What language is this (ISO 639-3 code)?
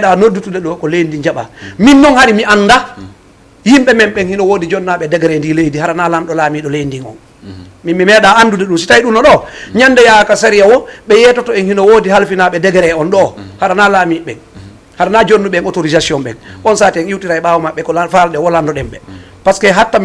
ful